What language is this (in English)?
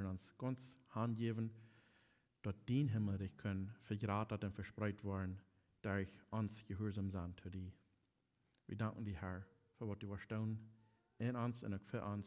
Plautdietsch